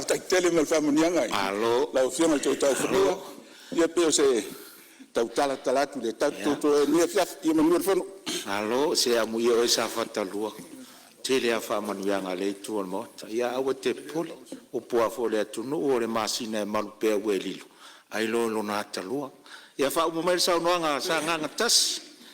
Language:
Samoan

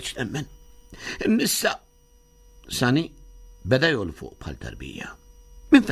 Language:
Maltese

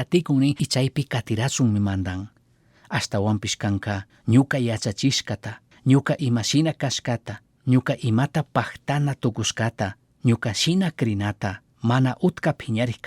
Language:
Chimborazo Highland Quichua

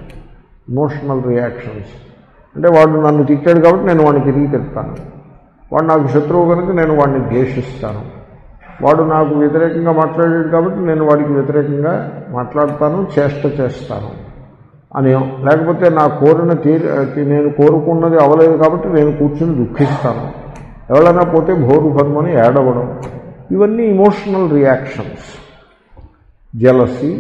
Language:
Telugu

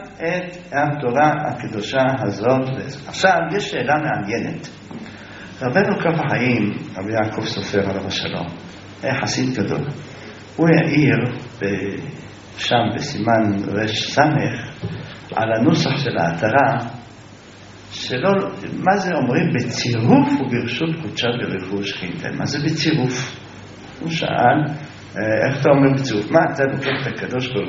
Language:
Hebrew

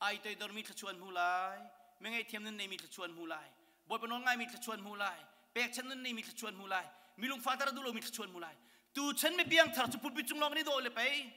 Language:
Hakha Chin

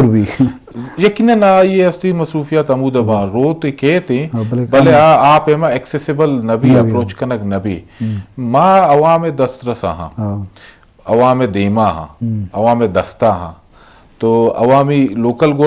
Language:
Eastern Balochi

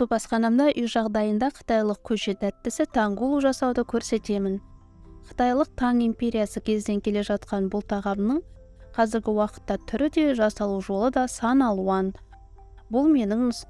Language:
Kazakh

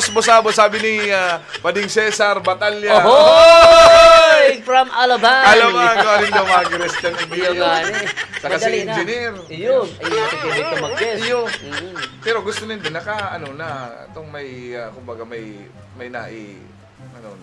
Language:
Bikol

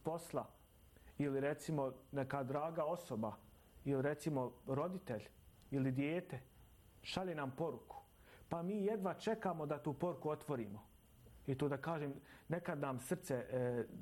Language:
Bosnian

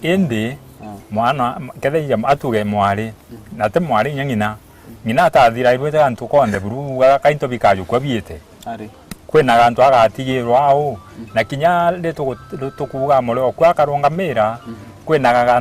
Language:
Meru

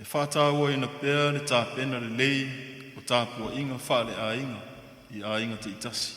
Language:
Samoan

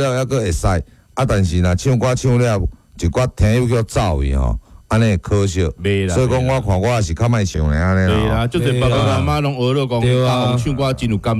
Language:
Min Nan Chinese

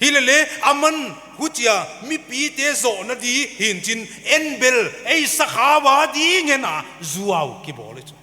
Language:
Paite Chin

